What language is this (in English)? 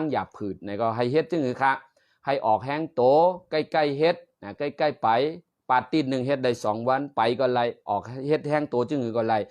Shan